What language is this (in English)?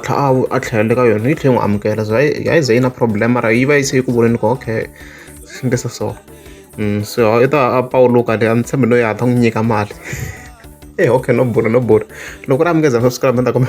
Tsonga